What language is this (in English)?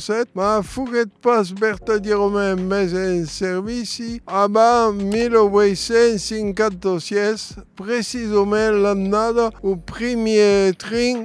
Occitan